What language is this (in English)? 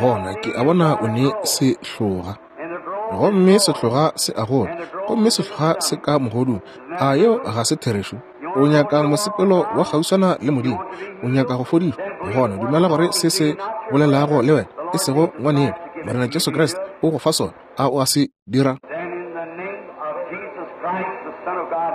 Northern Sotho